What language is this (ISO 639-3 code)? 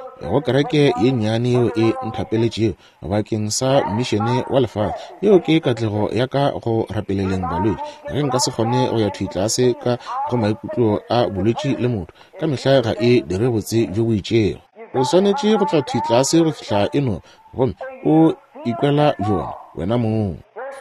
nso